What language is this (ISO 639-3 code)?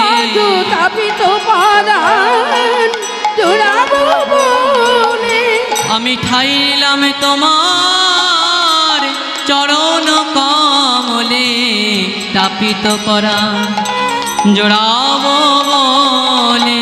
ben